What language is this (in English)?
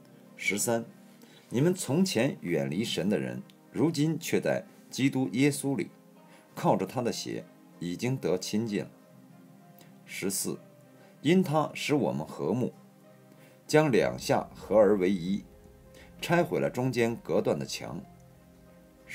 Chinese